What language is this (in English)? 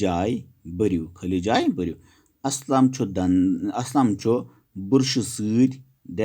Kashmiri